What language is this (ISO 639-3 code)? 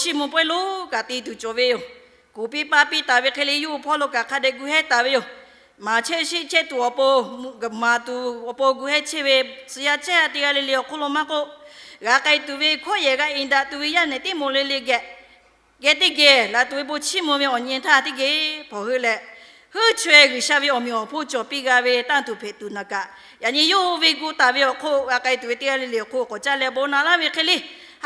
lhu